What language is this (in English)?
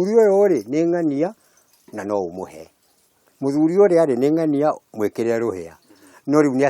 Kikuyu